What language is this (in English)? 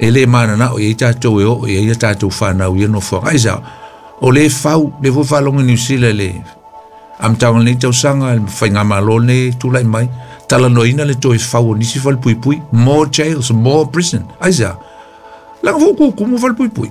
Samoan